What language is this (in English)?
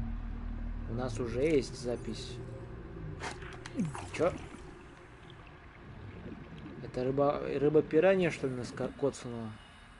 Russian